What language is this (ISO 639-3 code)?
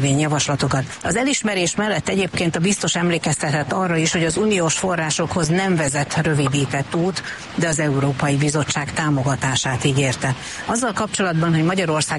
hun